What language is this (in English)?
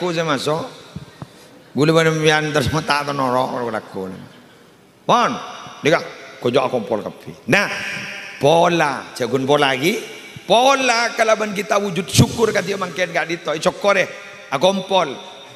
Madurese